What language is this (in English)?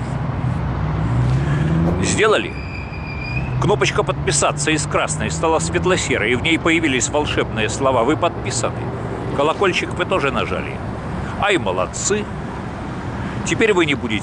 Russian